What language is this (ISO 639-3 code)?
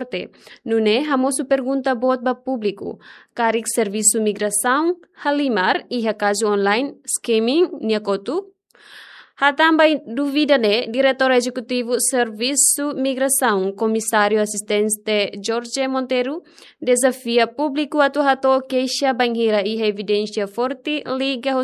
tet